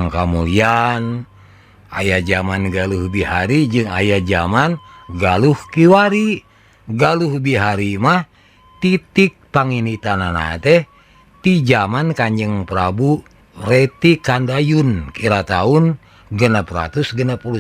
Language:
Sundanese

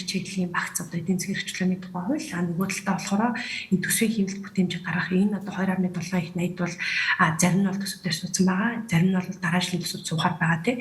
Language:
Mongolian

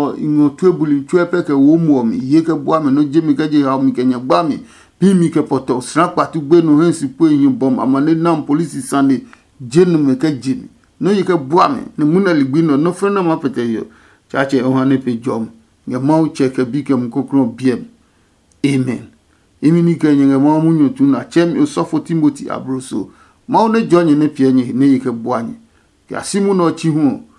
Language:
Adangme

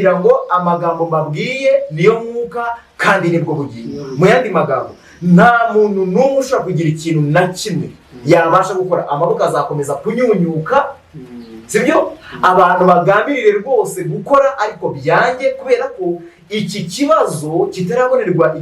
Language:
Kinyarwanda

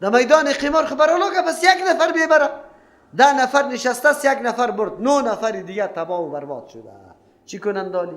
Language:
Persian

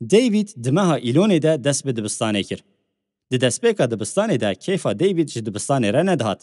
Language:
Kurdish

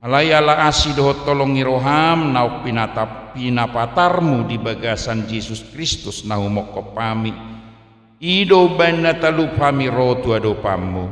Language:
Batak Toba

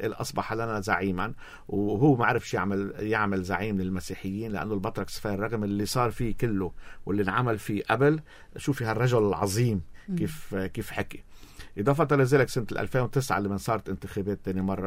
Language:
North Levantine Arabic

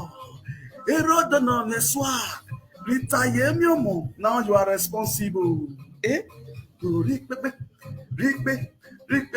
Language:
Nigerian Pidgin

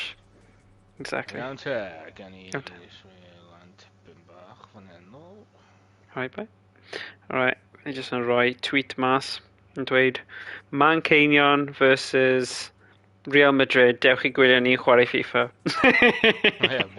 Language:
Welsh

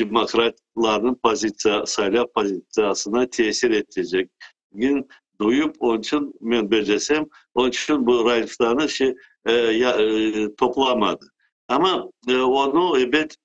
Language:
Crimean Tatar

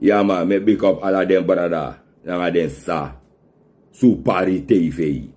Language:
Sranan Tongo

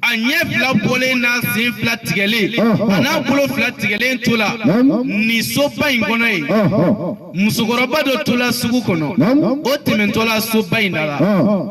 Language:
Bambara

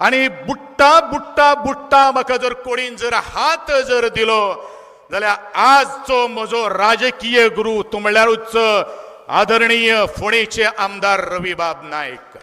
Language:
Konkani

